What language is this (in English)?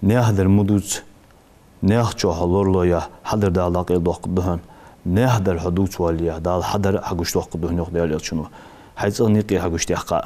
Ingush